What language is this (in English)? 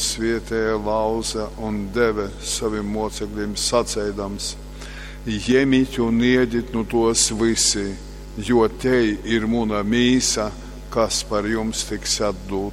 Latgalian